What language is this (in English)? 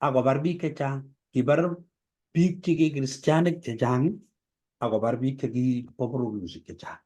Kalenjin